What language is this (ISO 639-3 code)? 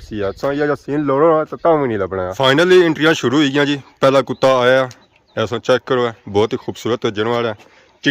phr